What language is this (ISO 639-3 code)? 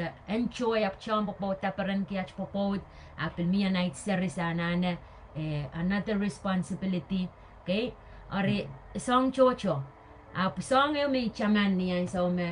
pon